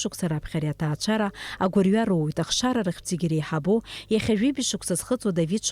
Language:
Abkhazian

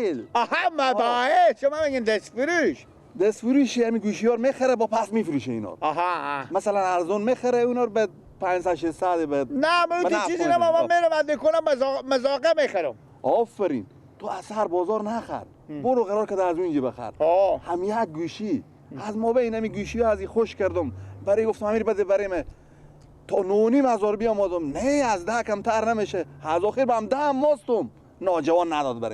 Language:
Persian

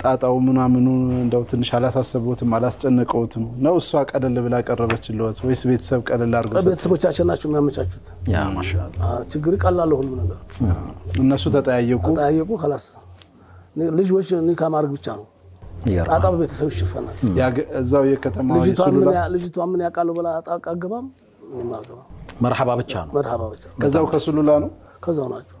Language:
Amharic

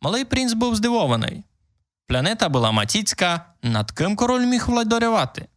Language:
Rusyn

